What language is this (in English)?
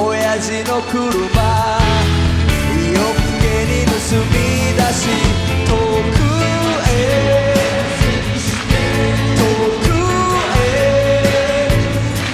Japanese